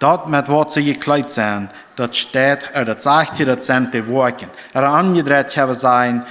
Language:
Plautdietsch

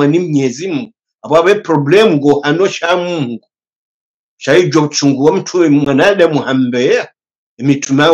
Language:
Swahili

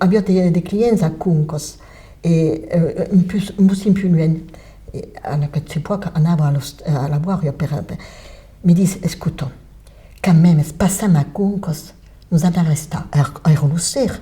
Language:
Occitan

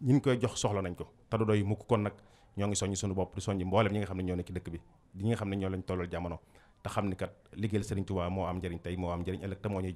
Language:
Wolof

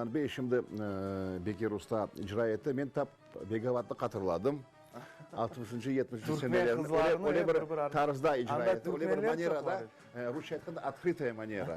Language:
Crimean Tatar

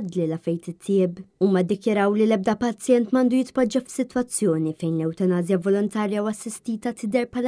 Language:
Maltese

